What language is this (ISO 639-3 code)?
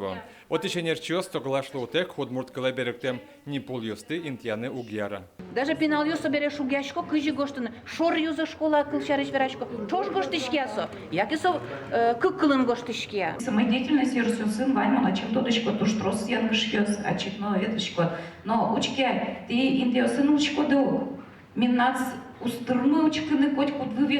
udm